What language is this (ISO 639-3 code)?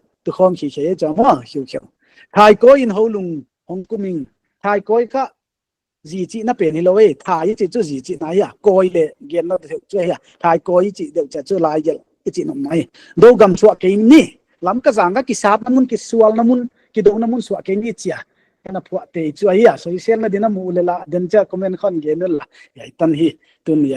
pck